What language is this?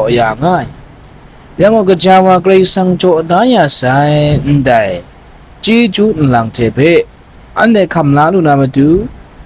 Kachin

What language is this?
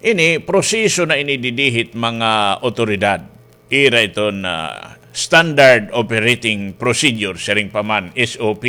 Waray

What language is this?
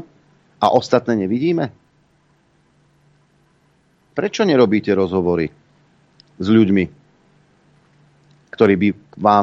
Slovak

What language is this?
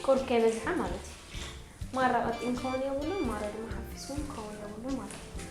Tigrinya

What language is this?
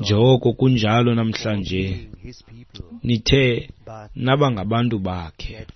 Xhosa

